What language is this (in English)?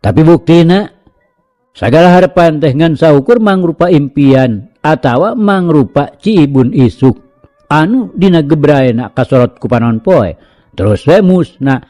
Sundanese